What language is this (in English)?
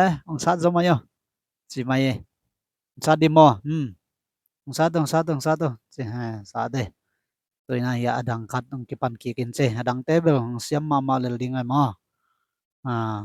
Tedim Chin